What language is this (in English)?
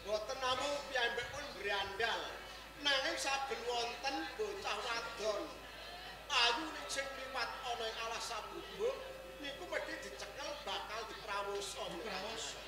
Javanese